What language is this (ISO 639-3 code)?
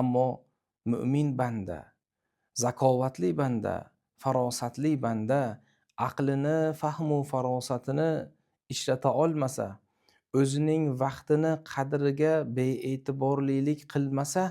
uzb